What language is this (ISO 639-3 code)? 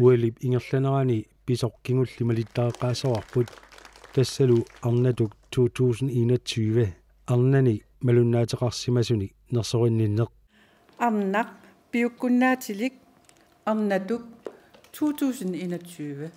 kal